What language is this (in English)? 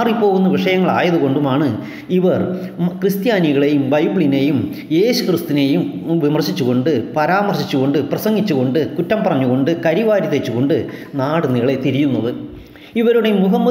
Malayalam